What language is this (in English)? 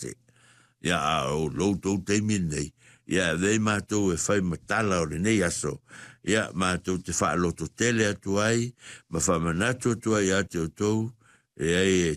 Samoan